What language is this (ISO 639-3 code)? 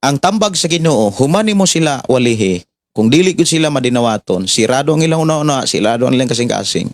ceb